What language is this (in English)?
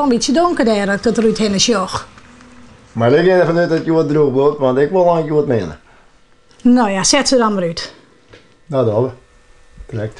Western Frisian